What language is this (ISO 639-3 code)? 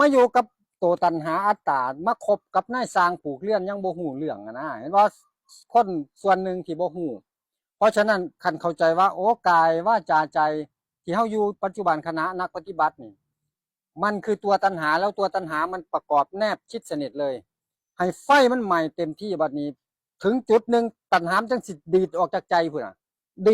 tts